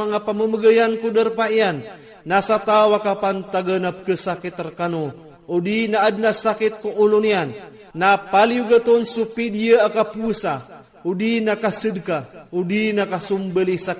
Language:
Iranun (Philippines)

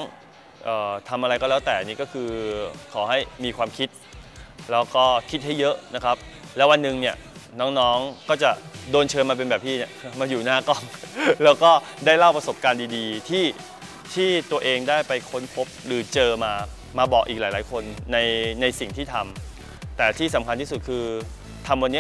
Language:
Thai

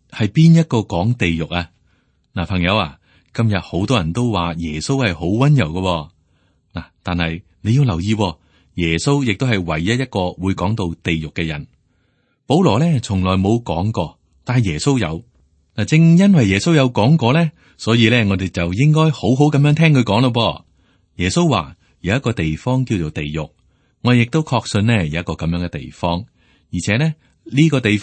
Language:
Cantonese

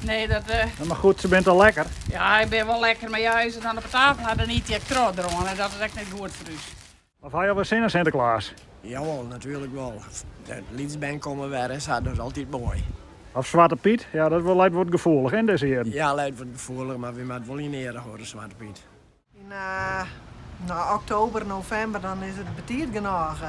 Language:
Western Frisian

